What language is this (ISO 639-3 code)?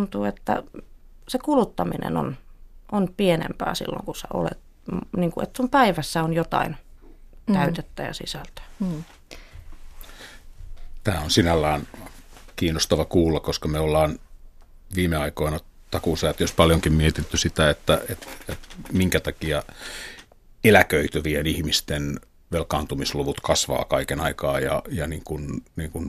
fin